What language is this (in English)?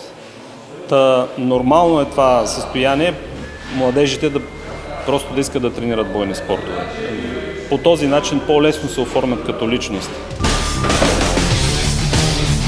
Bulgarian